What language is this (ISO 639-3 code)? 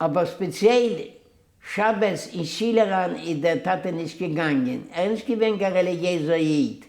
yid